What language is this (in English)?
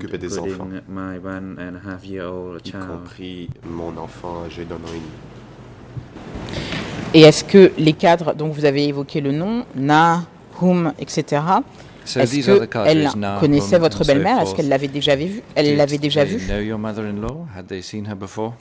French